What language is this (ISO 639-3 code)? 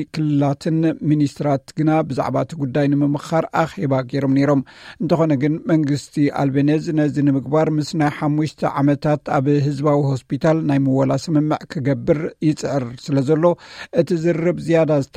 tir